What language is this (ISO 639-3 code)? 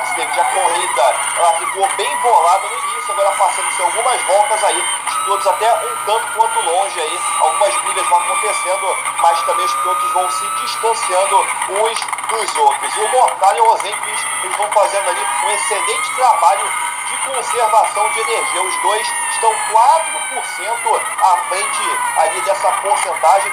por